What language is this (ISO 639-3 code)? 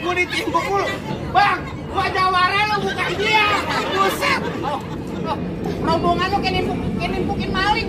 bew